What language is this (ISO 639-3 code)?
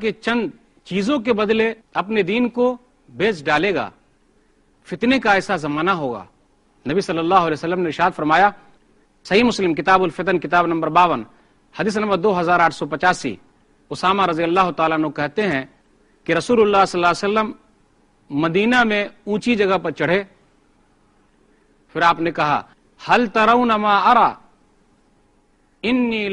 urd